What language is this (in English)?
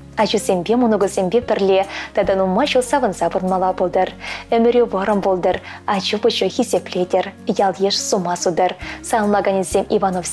Chuvash